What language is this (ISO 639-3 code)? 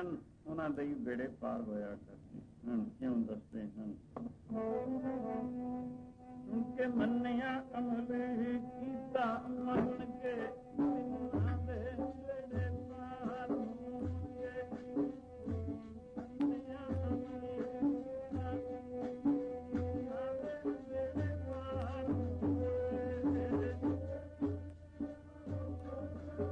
pan